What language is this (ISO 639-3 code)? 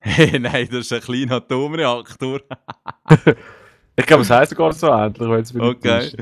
gsw